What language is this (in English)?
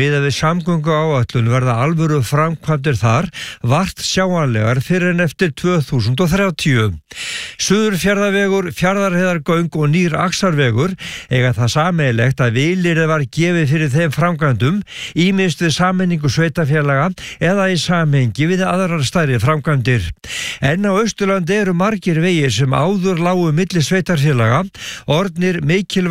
Icelandic